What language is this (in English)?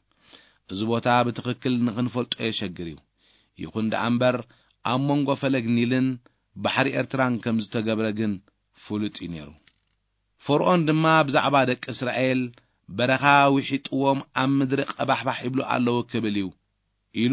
Tigrinya